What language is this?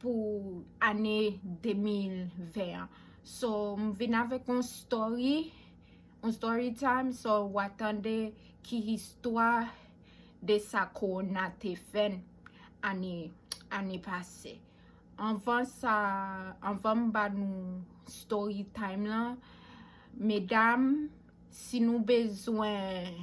Haitian Creole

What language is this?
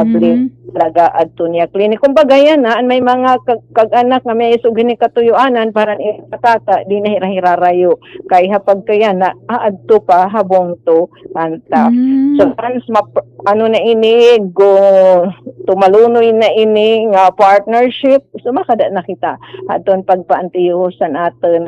Waray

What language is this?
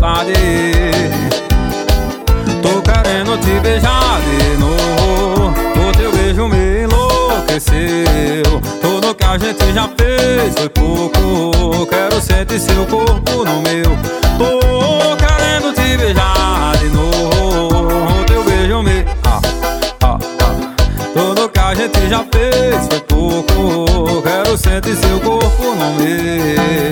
Portuguese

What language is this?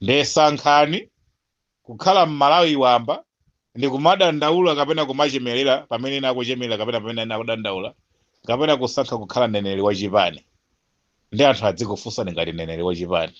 Nyanja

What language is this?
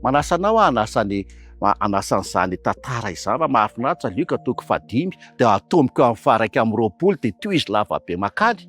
Malagasy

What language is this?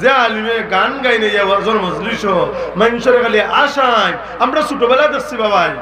Sylheti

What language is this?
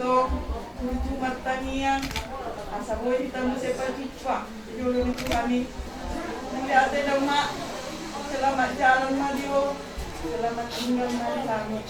Batak Toba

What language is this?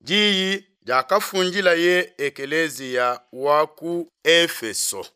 Luba-Lulua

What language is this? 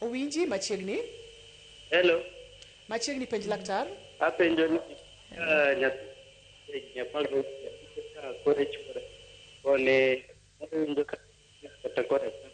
Luo (Kenya and Tanzania)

